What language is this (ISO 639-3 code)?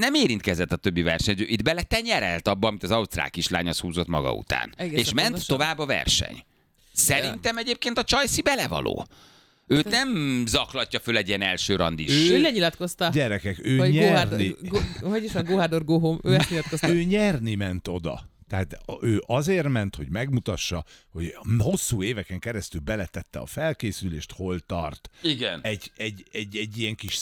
hun